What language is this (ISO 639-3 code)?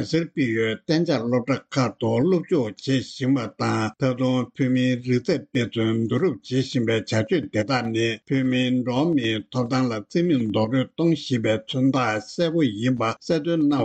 bod